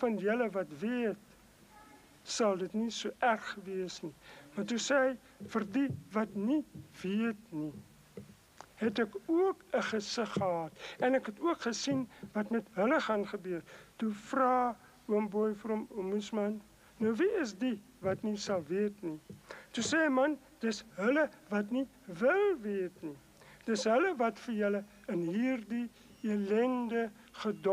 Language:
Afrikaans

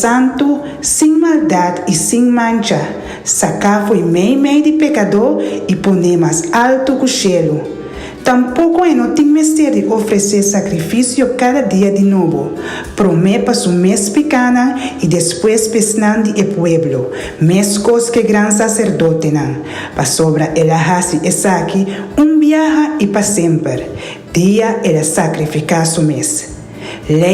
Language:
Papiamento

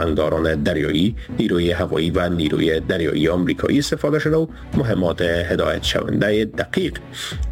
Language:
Persian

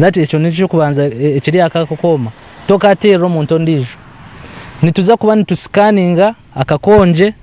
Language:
Nyankole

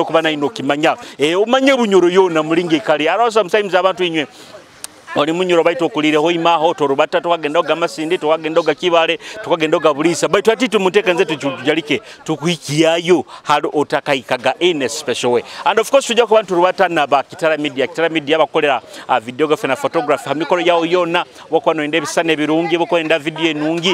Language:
Nyoro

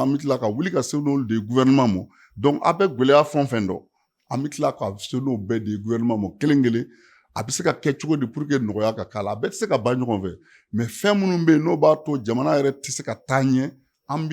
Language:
Bambara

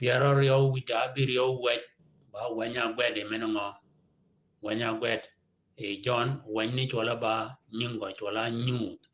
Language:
Shilluk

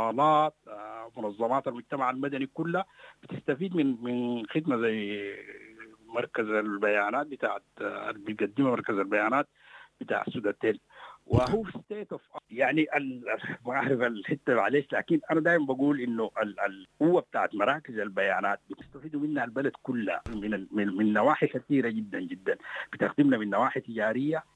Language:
Sudanese Arabic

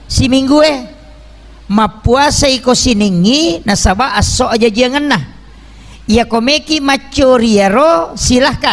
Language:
Buginese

